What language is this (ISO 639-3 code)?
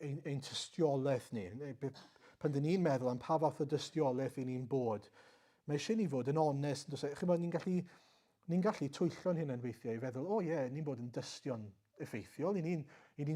cym